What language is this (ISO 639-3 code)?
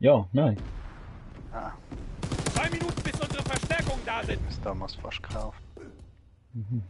gsw